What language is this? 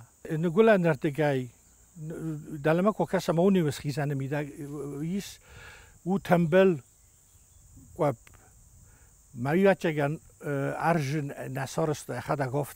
Ossetic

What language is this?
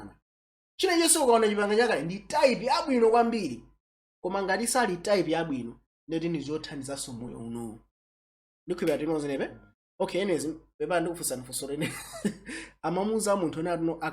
Nyanja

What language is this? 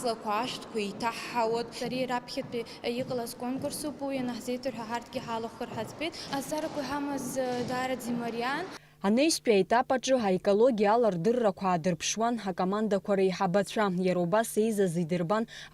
Abkhazian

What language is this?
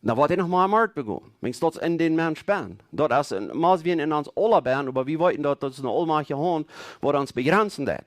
Plautdietsch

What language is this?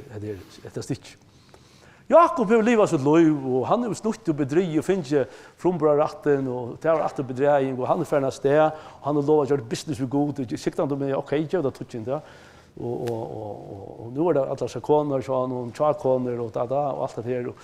Faroese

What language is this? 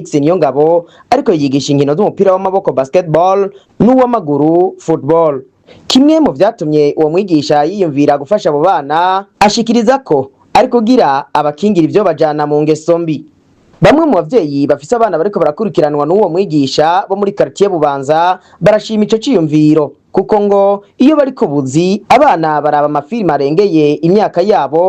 Rundi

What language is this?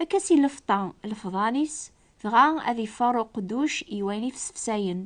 Kabyle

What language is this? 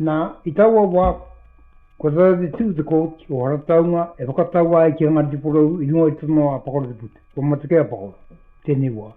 Māori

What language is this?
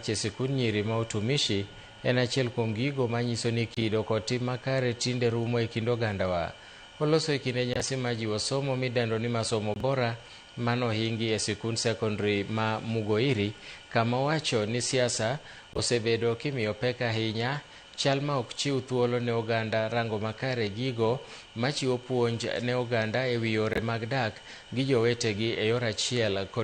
Luo (Kenya and Tanzania)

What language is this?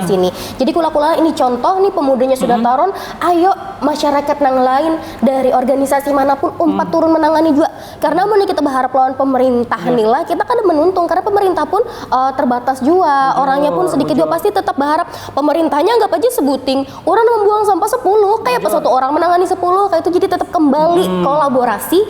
Banjar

